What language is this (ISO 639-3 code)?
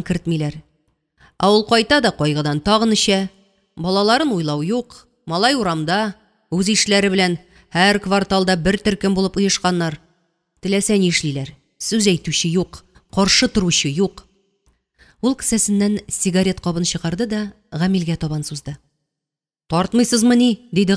tat